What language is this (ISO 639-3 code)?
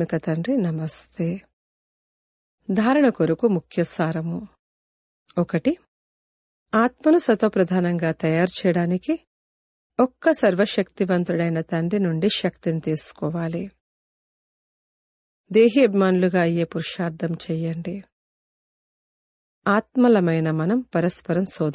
tel